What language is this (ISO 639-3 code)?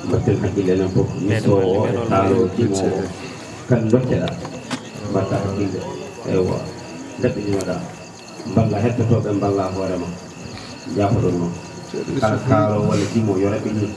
ful